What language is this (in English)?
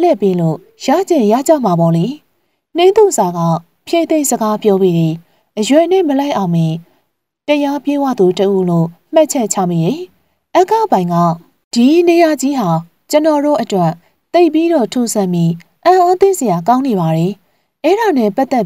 Burmese